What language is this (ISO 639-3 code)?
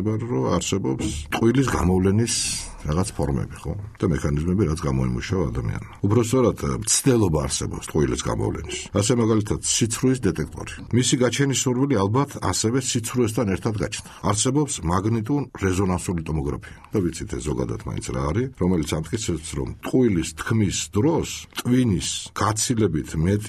kat